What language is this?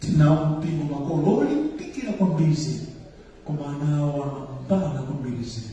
Nyanja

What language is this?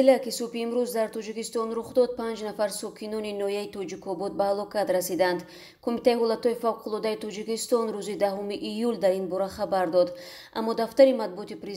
Tajik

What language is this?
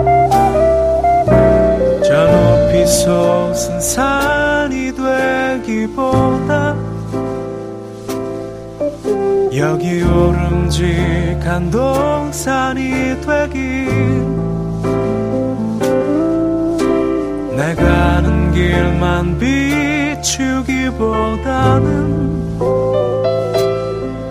Korean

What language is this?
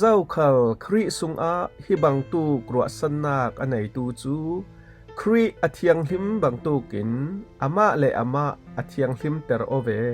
Falam Chin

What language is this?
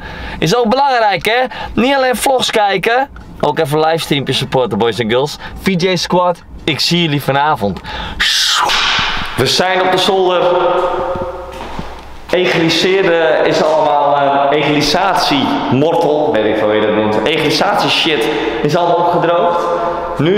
Dutch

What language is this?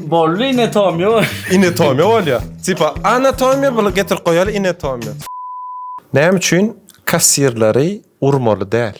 Turkmen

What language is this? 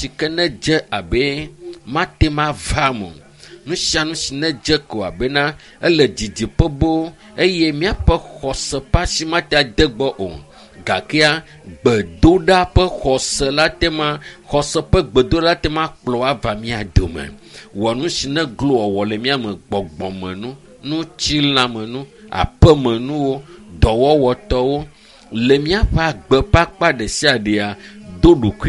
Ewe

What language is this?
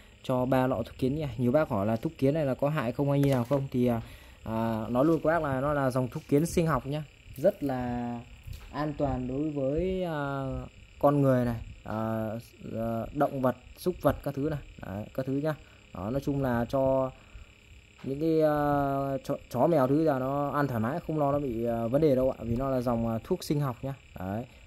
Vietnamese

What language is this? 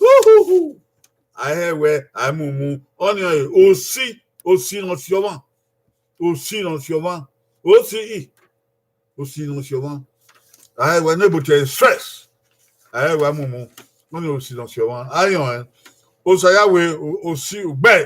Bini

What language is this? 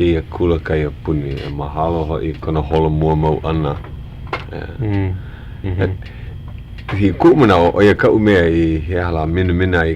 Hawaiian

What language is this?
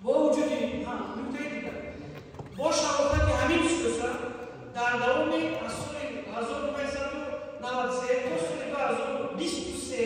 Tajik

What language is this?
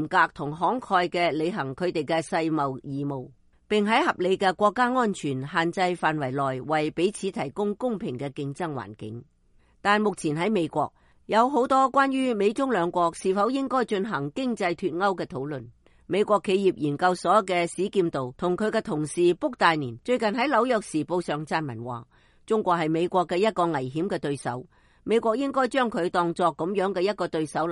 Cantonese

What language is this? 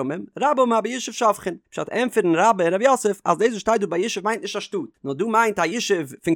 Yiddish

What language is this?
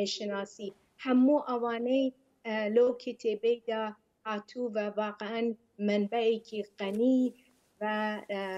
Central Kurdish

